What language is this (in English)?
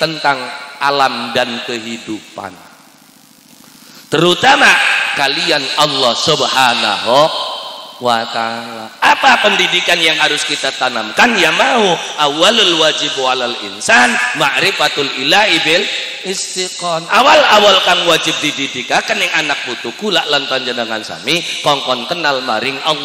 Javanese